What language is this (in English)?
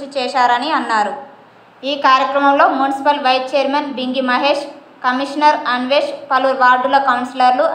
Telugu